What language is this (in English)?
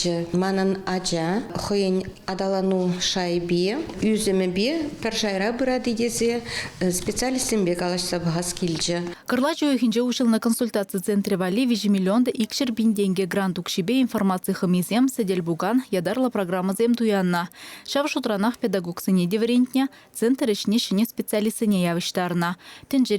Chuvash